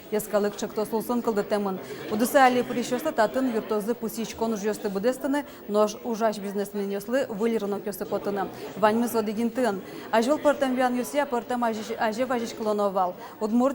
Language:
Udmurt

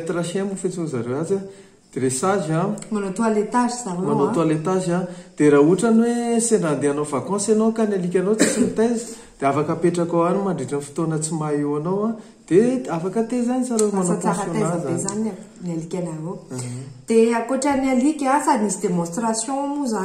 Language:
Malagasy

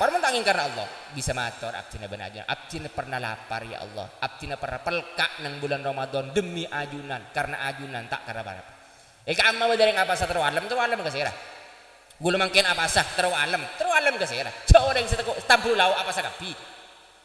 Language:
Madurese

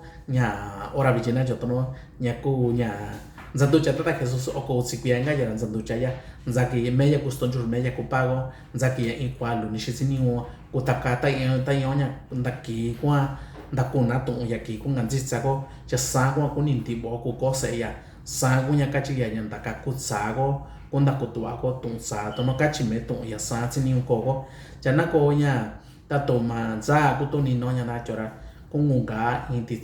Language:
Mixtepec Mixtec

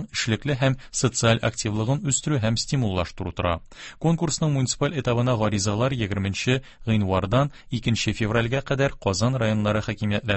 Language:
Tatar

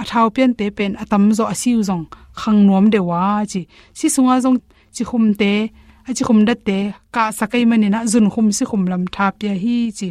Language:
Tedim Chin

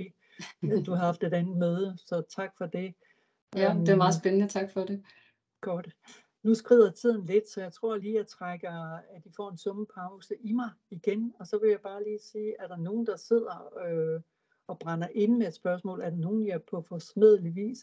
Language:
Danish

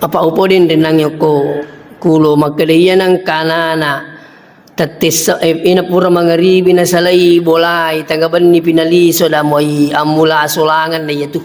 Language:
Buginese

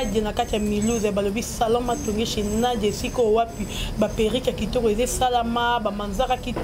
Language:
Lingala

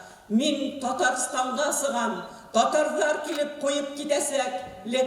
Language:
Bashkir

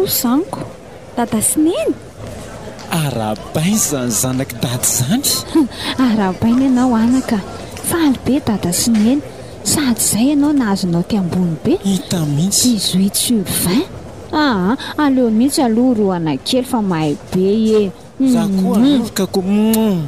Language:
Malagasy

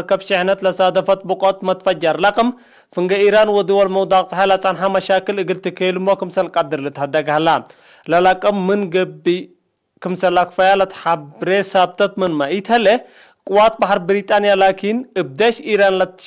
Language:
Tigre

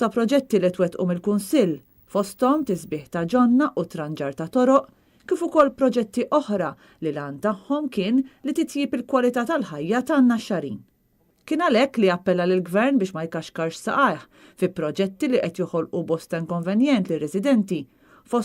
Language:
Maltese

